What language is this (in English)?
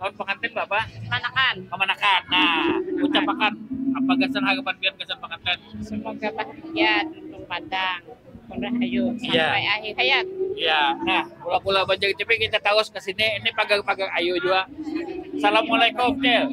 Banjar